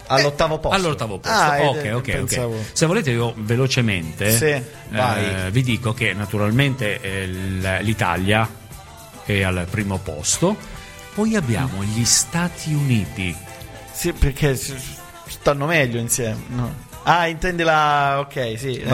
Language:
Italian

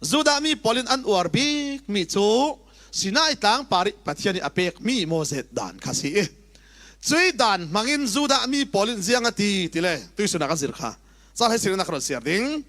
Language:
Falam Chin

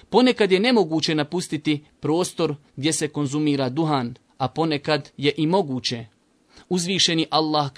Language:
Bosnian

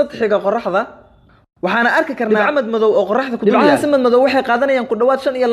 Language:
Somali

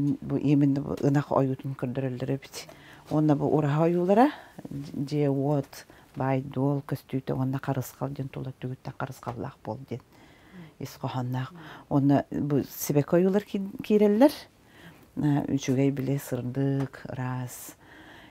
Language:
Yakut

